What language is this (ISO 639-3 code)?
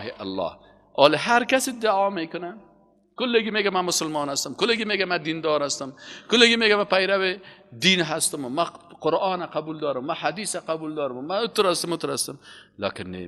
fas